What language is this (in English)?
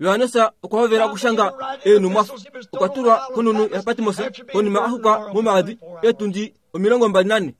Kuanyama